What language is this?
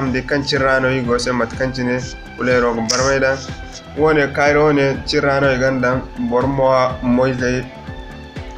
Zarma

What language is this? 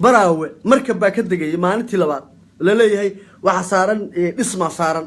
Somali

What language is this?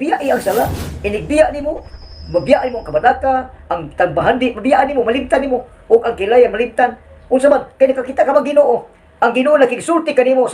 Cebuano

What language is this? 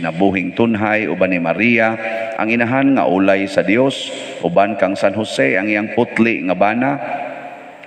Cebuano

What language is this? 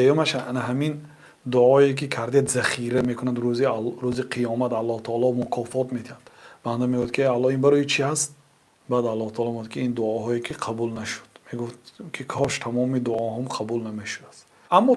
Tajik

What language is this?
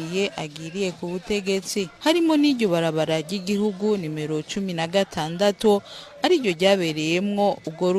Rundi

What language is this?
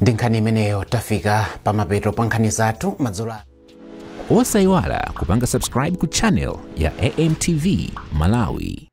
Nyanja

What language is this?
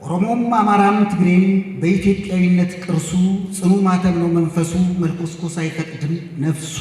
Amharic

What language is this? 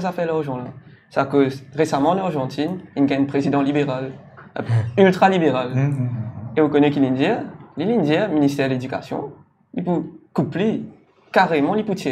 Morisyen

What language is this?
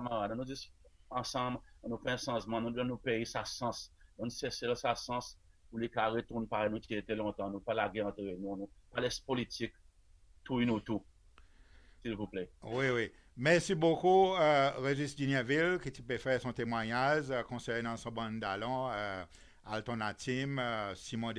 Seselwa Creole French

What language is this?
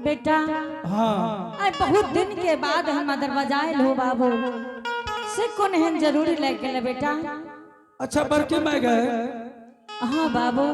Angika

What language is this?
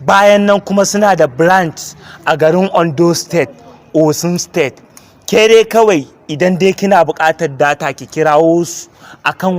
Hausa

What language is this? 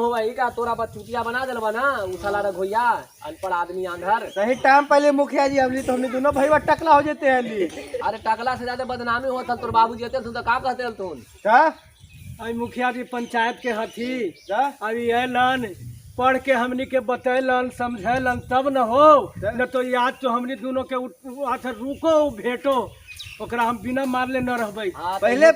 Magahi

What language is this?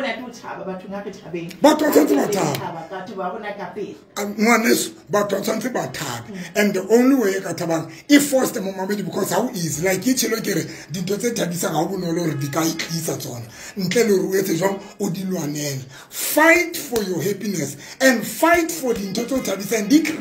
Tswana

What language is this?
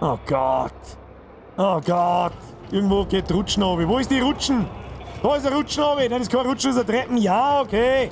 Bavarian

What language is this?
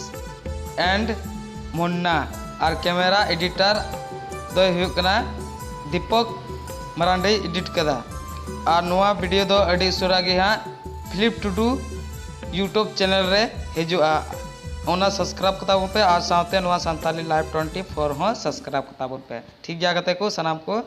Santali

